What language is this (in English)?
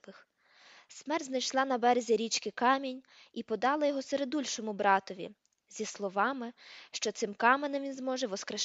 Ukrainian